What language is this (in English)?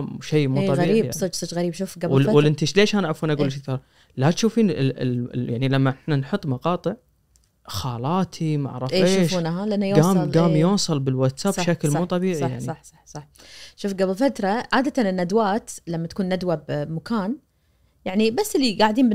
Najdi Arabic